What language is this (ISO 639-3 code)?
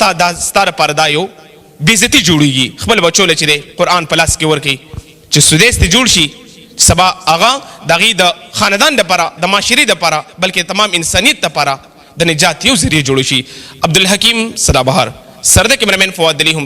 pus